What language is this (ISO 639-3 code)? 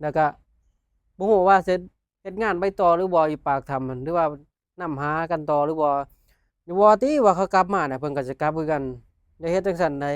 lao